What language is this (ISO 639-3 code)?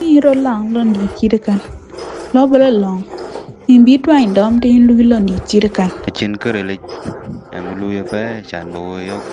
din